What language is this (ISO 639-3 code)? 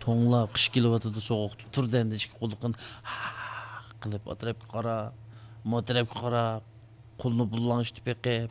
uig